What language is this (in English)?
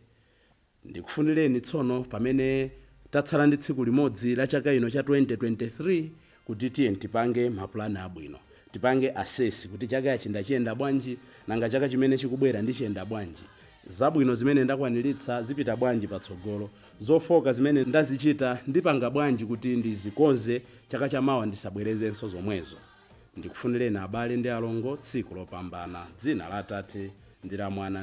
Nyanja